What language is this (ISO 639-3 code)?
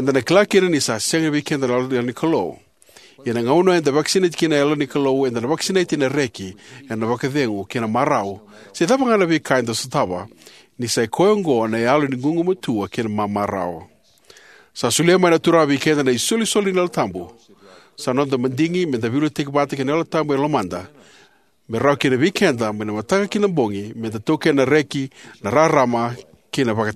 fij